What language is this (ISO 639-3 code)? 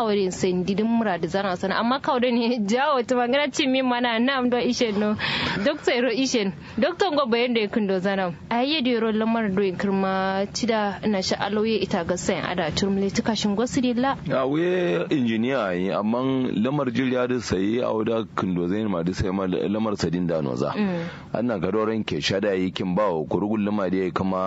kau